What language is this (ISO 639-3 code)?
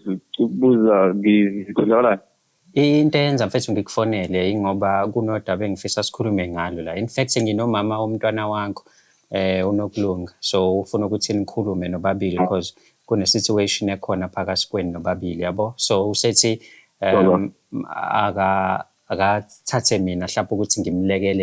zul